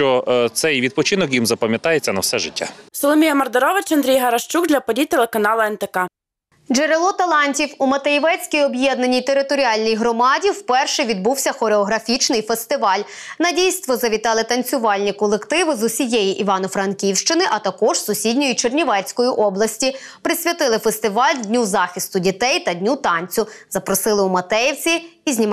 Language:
Ukrainian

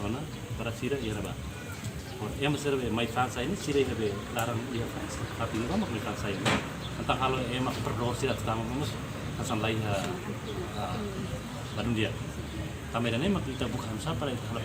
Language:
Tetum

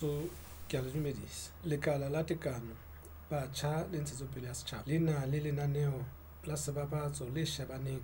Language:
Southern Sotho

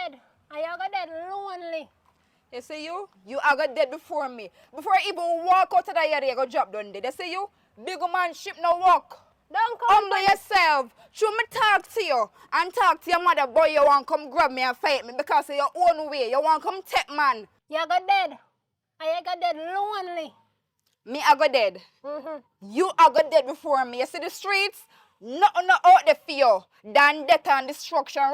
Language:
Jamaican Creole English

